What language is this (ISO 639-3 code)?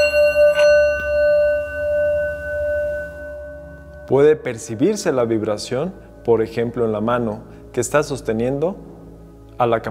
spa